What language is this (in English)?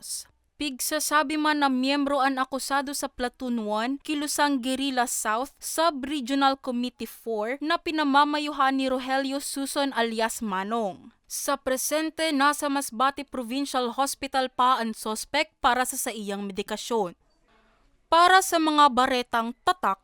Bikol